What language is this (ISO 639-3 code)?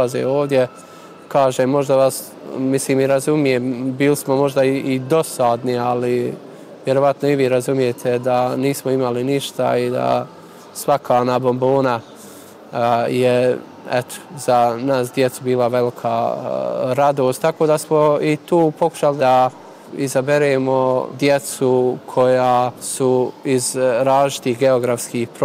bos